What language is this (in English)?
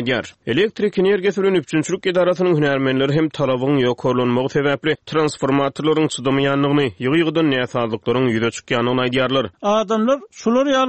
Turkmen